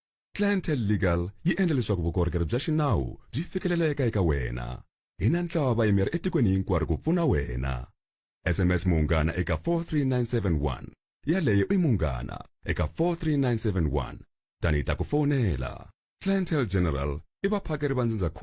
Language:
Tsonga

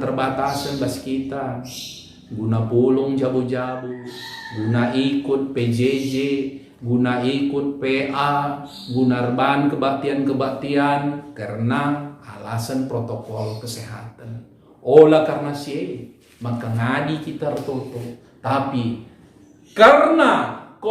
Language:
Batak Karo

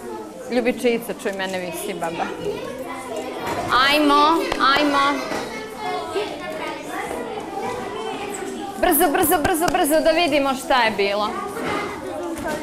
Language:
Serbian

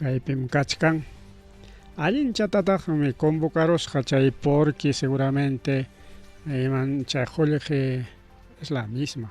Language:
Ayacucho Quechua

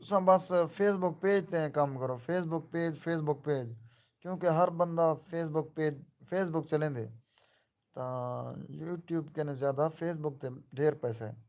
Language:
Saraiki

